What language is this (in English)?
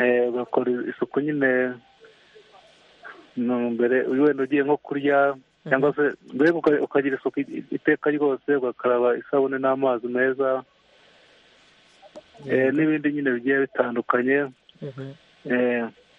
Kinyarwanda